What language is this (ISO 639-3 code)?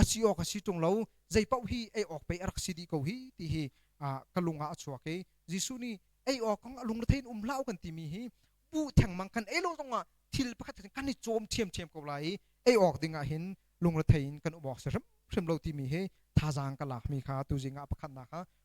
cnh